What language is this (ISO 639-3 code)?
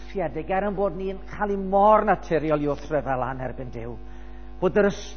cym